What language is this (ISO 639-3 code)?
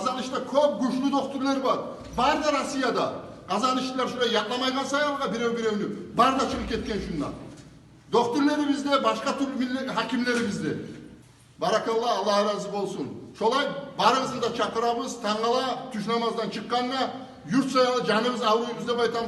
kum